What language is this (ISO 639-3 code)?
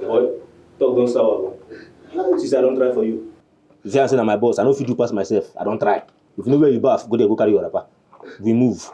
pcm